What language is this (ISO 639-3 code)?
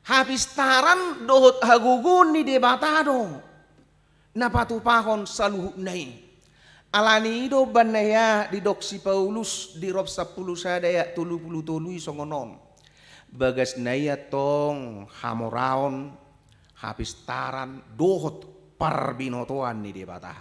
bbc